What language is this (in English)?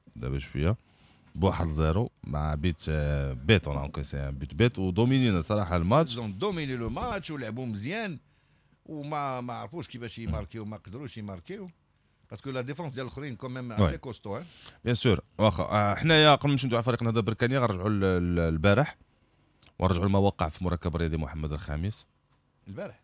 Moroccan Arabic